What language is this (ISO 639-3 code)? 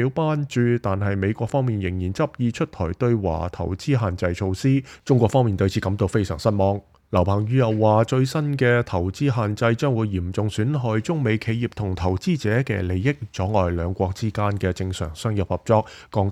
yue